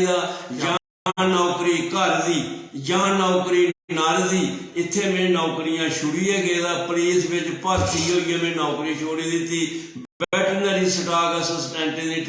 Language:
Dogri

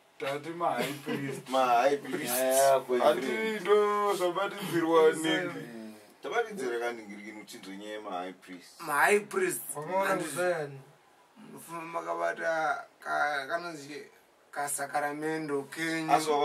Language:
Shona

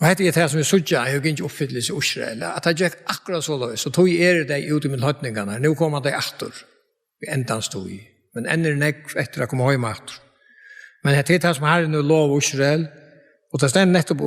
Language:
Faroese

